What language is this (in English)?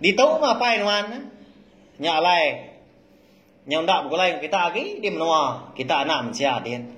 Iban